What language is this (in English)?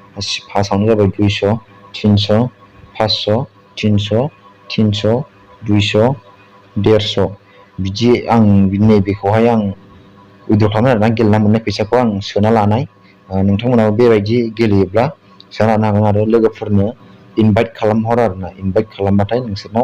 Bodo